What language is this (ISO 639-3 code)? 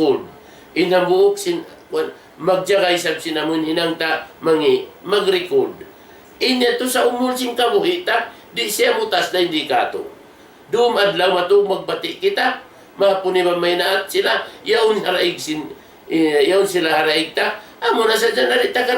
tsg